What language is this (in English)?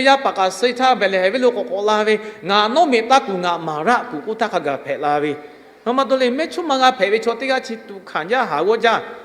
Lahu